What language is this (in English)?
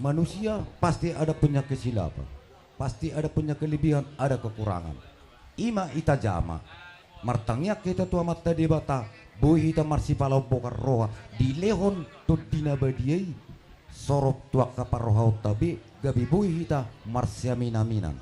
Batak Toba